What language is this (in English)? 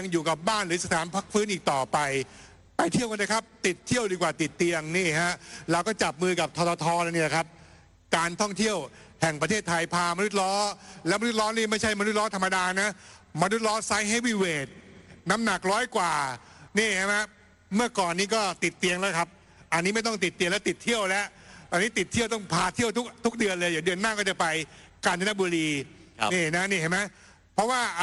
Thai